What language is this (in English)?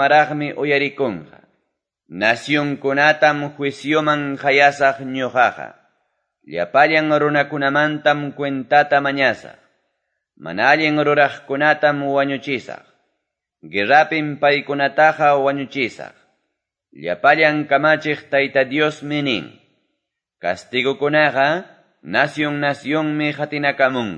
Quechua